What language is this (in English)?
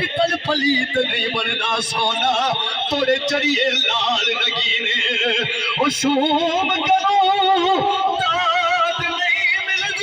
Saraiki